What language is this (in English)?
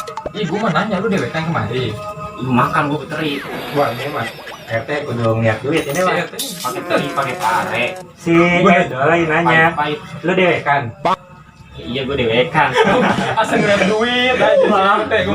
Betawi